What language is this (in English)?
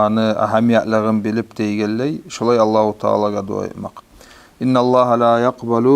Kumyk